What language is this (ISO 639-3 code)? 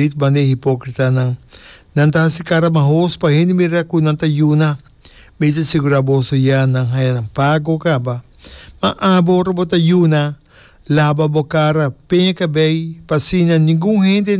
pap